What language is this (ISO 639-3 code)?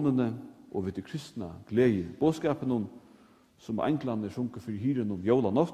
fao